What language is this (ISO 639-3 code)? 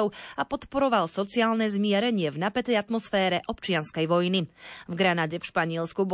slk